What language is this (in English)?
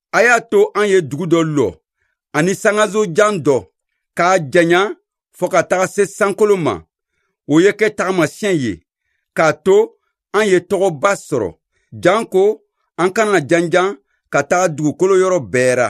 Bambara